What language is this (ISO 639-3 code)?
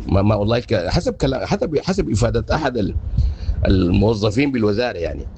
apd